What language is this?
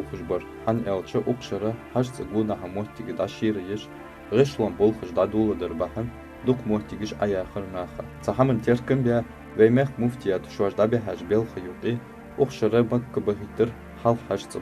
Ingush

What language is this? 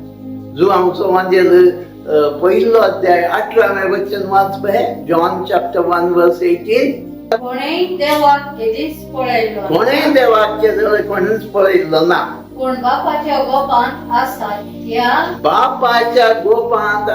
Konkani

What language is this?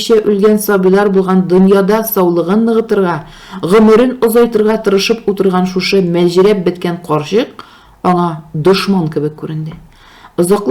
Tatar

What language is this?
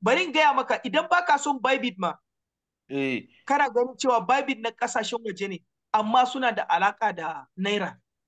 Hausa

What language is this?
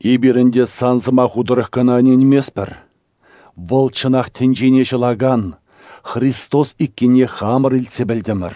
Chuvash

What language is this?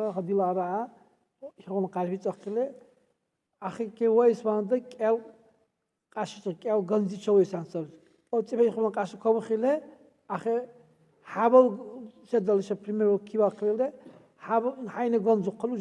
Dargwa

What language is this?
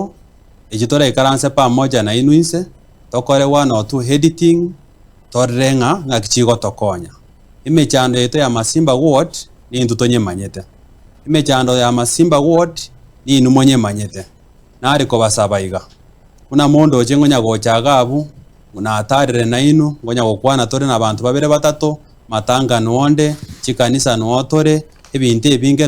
Gusii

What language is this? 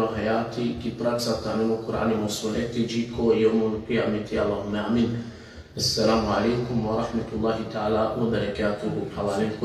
Balkan Romani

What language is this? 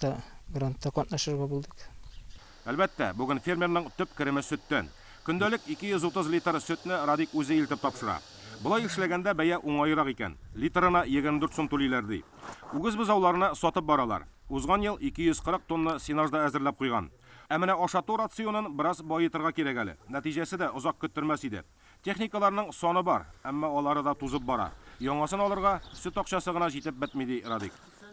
Tatar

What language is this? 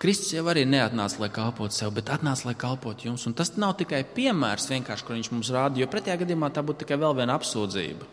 Latvian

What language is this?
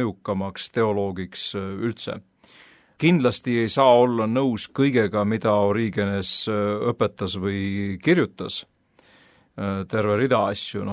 Estonian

